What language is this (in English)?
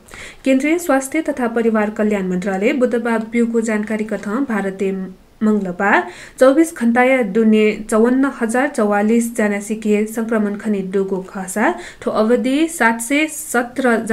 Newari